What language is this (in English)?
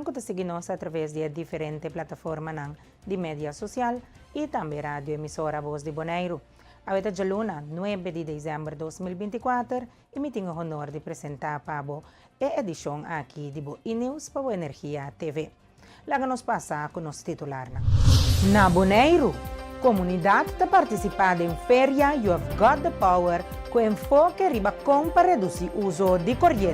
Papiamento